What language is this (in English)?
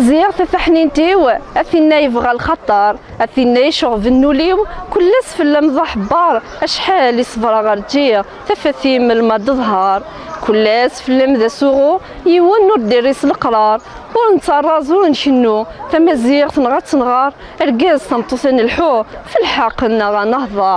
Kabyle